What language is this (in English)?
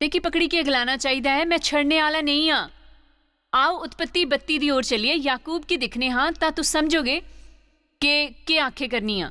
Dogri